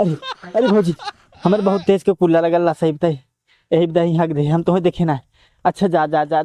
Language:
Awadhi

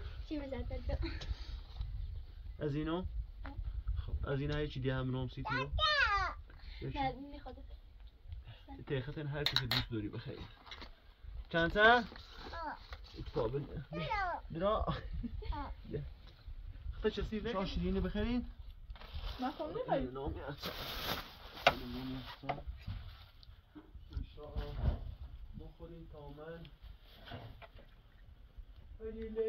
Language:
Persian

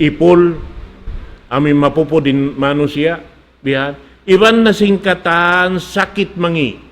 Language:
Tausug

